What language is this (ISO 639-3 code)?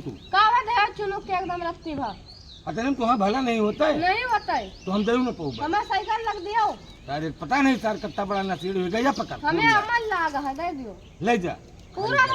awa